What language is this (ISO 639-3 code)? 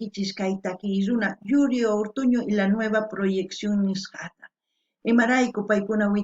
quh